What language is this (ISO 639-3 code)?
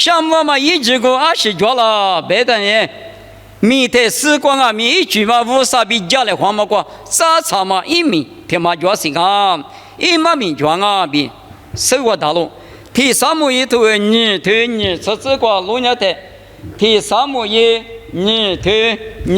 lis